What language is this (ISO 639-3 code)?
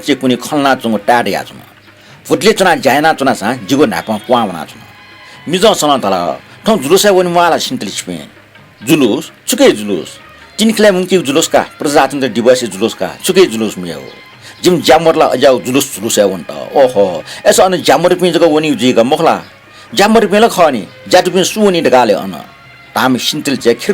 new